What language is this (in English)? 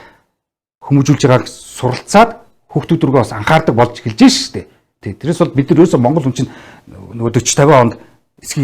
Mongolian